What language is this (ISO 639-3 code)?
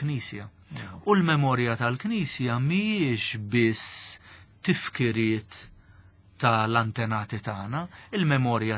mlt